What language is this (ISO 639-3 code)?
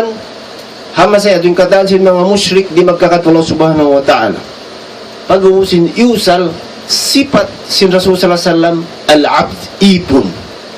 tsg